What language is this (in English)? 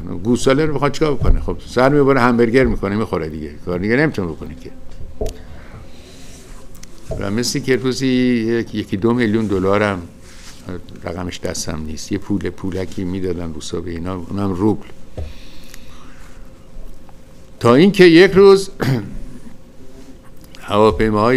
Persian